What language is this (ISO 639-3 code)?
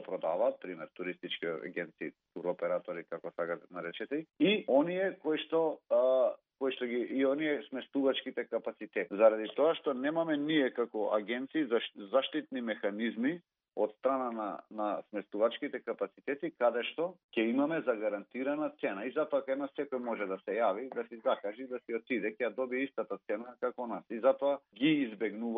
mkd